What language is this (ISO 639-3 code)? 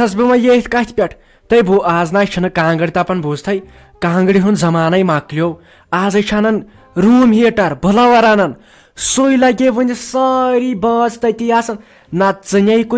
kas